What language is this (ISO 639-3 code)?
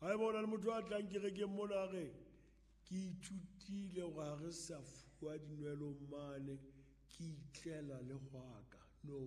sot